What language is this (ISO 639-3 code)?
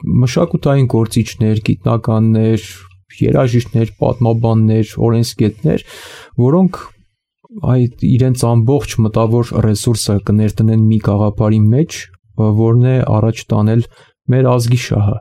hye